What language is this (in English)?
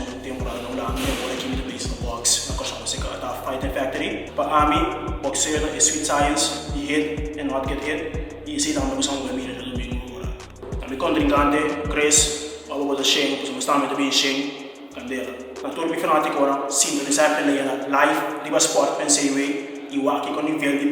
Papiamento